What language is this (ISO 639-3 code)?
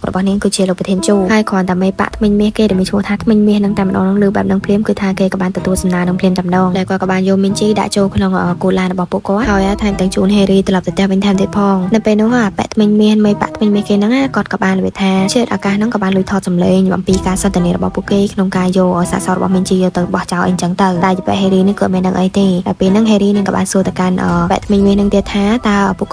khm